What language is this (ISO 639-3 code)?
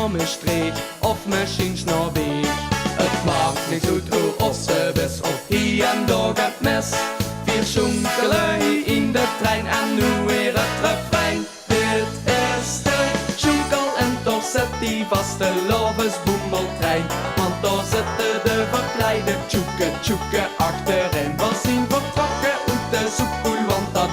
lim